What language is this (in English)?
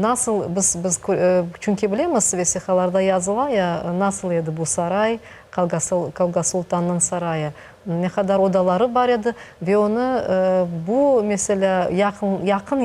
Crimean Tatar